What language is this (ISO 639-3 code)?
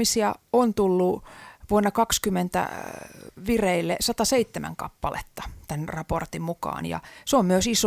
fin